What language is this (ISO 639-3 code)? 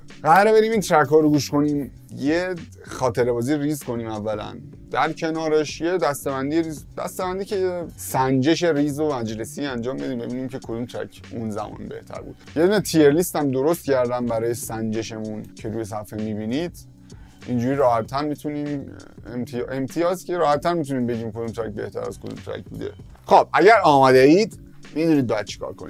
fas